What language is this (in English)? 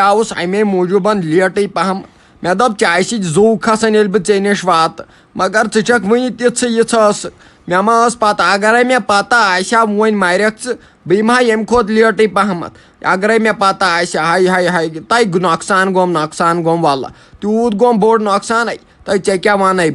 Kashmiri